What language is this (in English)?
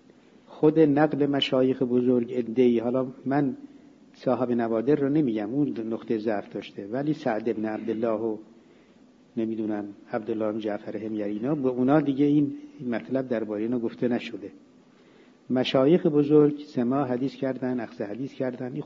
Persian